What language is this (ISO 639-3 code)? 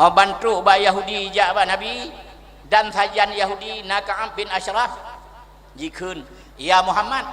ace